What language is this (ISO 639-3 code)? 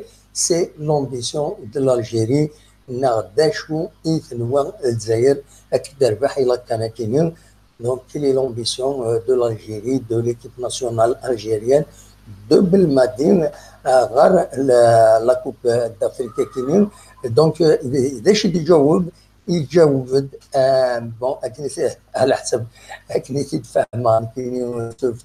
kab